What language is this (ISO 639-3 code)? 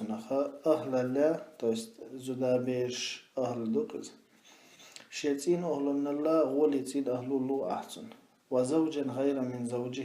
che